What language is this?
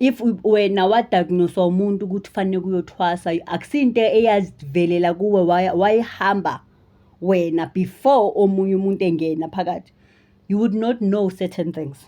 Zulu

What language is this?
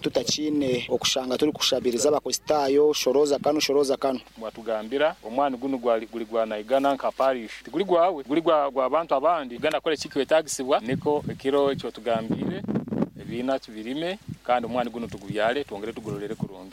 Nyoro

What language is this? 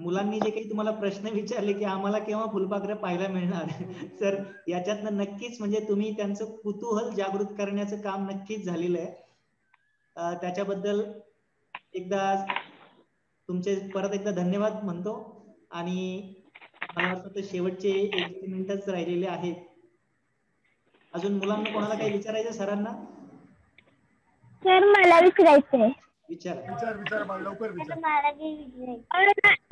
Marathi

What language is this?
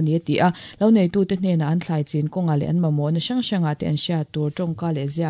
Mizo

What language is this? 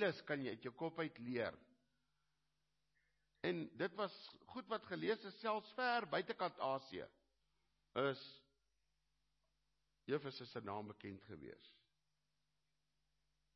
Afrikaans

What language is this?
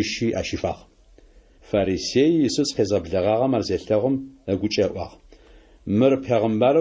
Adyghe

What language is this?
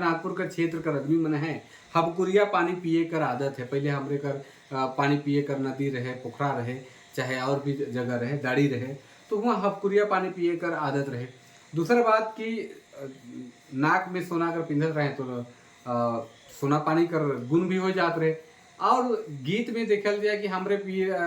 Sadri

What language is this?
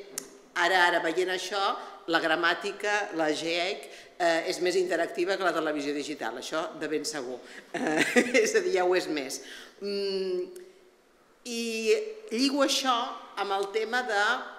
Catalan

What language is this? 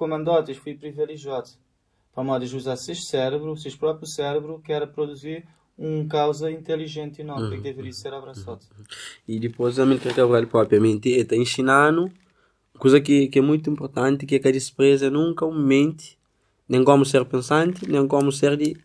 Kabuverdianu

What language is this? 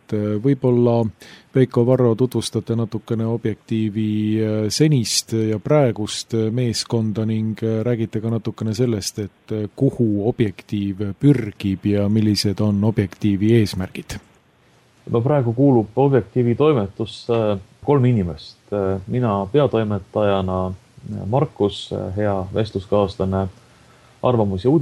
Estonian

